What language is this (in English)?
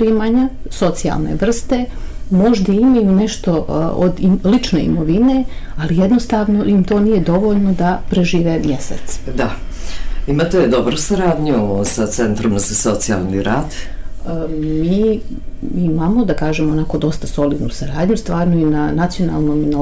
Bosnian